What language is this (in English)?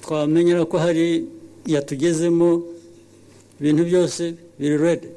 Kinyarwanda